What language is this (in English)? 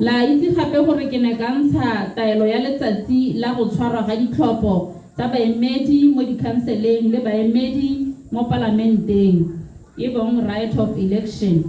Tswana